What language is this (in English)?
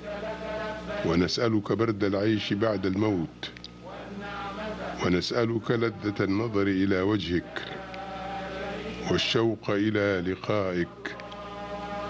Arabic